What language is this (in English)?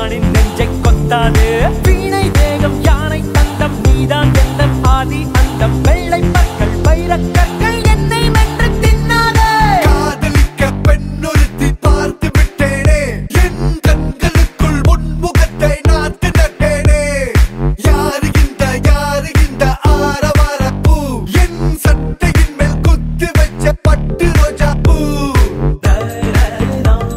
Tamil